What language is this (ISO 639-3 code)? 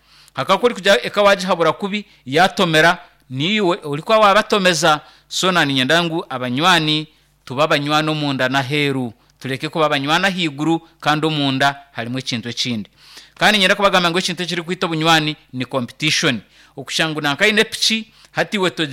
nyn